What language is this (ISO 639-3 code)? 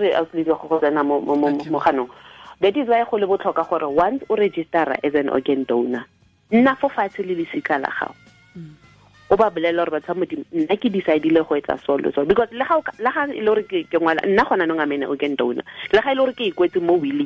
tsn